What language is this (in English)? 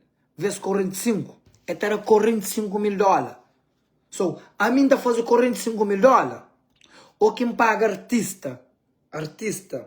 Kabuverdianu